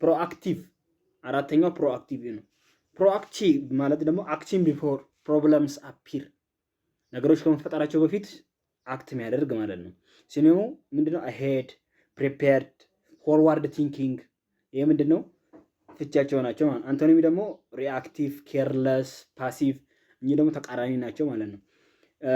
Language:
Amharic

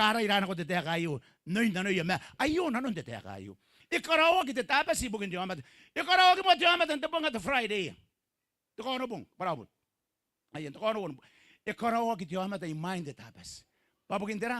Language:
Gilbertese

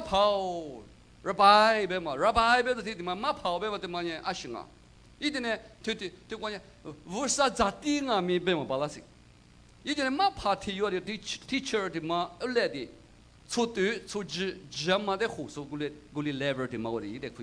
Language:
Lisu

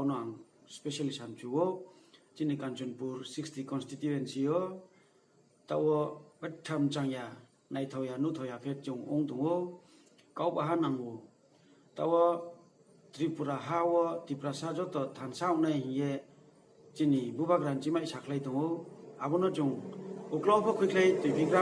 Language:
Riang (India)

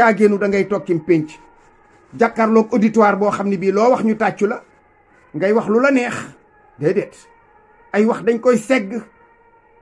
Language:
Wolof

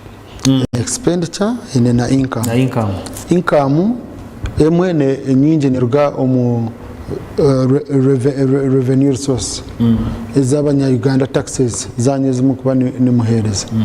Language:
Nyankole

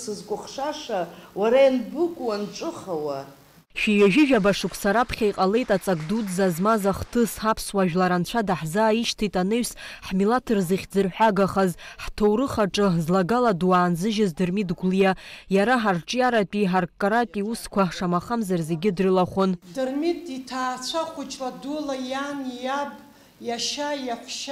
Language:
Abkhazian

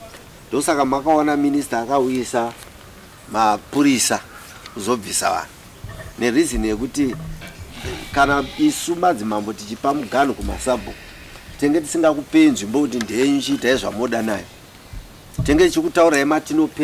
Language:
Shona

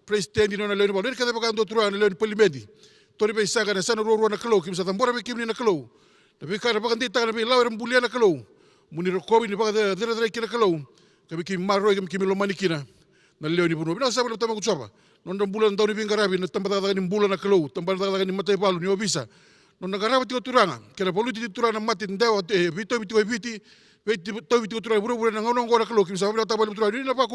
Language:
Fijian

